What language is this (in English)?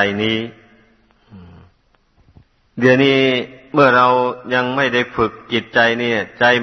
Thai